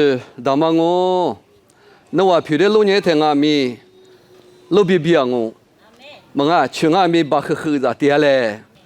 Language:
Lisu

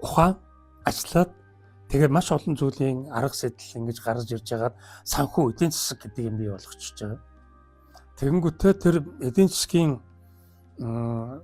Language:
Mongolian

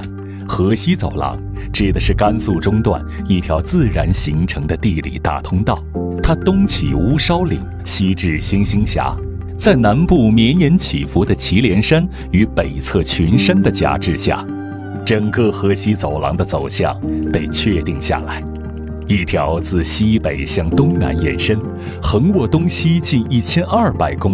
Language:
Chinese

